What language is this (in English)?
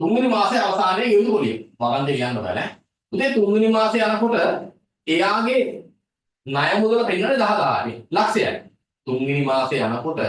Sinhala